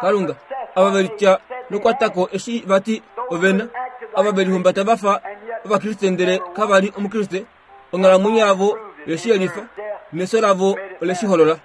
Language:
Kuanyama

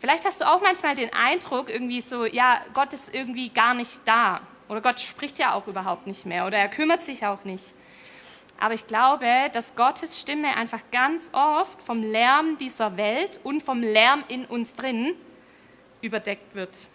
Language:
Swiss German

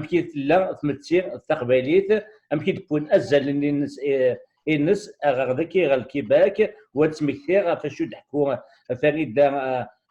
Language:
Kabyle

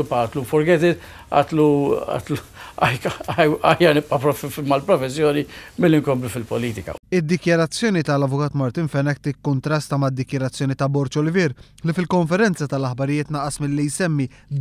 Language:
Maltese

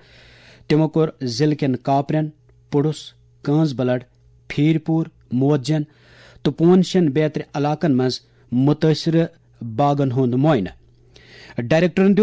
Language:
Kashmiri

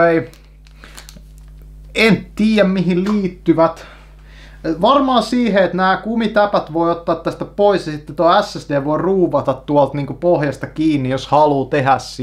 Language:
Finnish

